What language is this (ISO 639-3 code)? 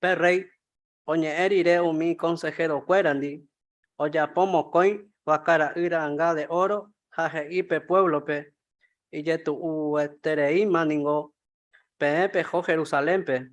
grn